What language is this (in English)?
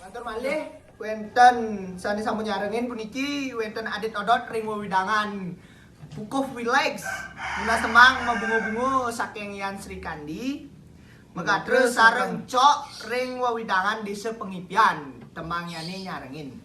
Balinese